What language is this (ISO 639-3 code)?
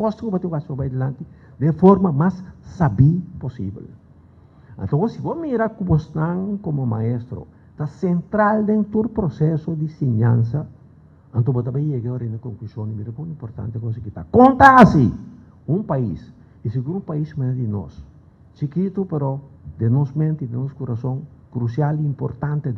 pap